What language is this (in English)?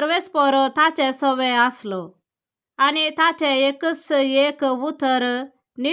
Konkani